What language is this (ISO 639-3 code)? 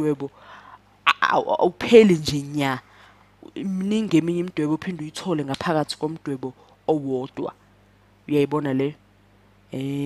zul